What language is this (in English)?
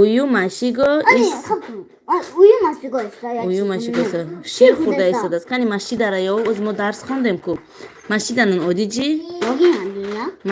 Tajik